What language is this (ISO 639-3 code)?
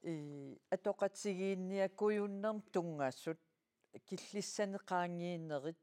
kal